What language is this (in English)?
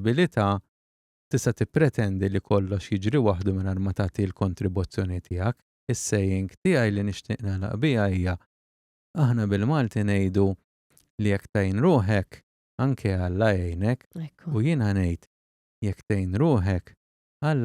Maltese